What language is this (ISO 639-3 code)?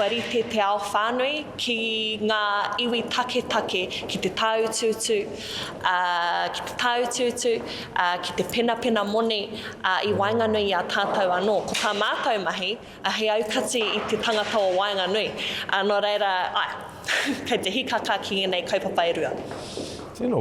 mri